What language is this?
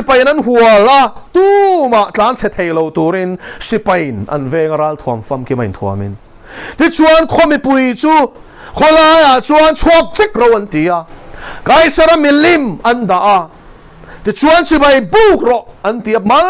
Mizo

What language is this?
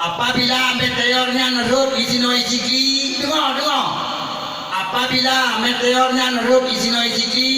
Achinese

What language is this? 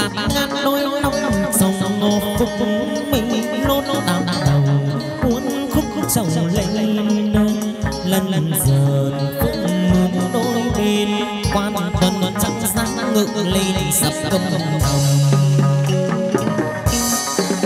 Vietnamese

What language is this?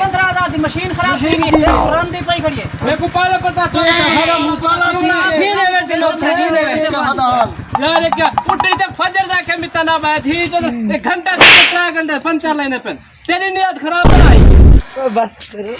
Saraiki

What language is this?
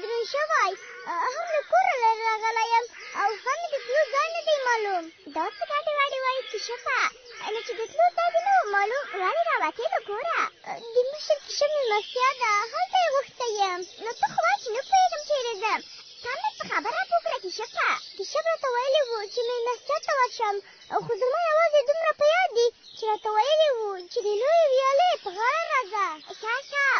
Pashto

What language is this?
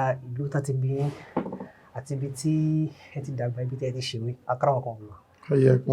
Yoruba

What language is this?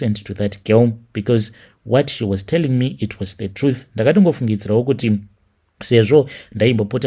Shona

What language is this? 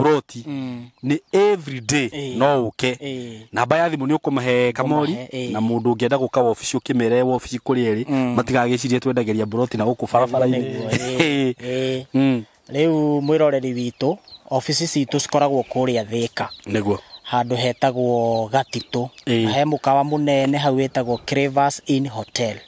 Kikuyu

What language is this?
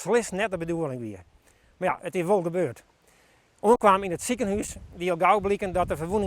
Western Frisian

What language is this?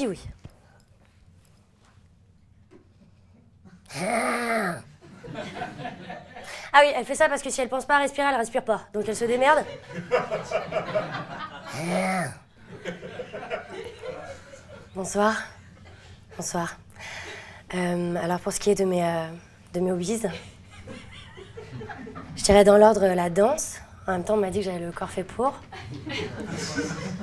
French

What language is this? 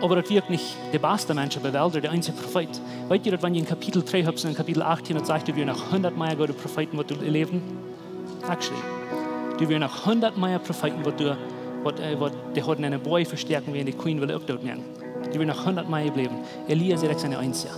Plautdietsch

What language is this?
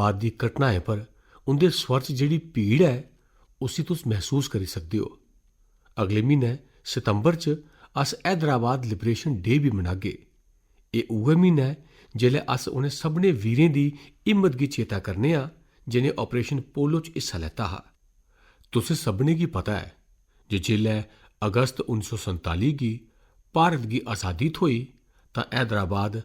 Dogri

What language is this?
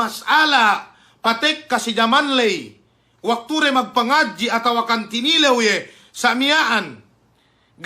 Yakan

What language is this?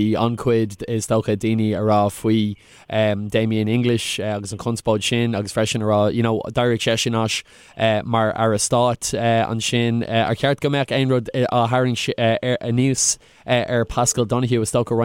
Irish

